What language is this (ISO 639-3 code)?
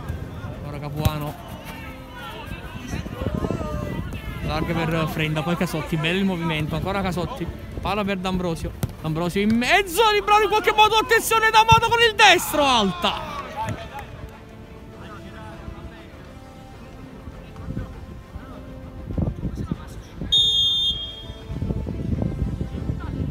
ita